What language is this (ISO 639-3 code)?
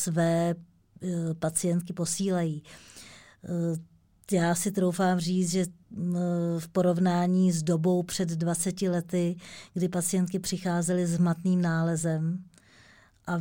ces